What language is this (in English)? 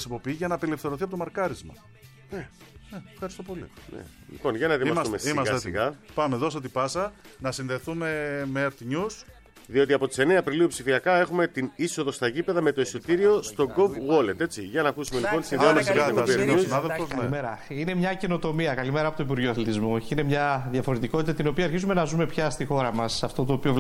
Greek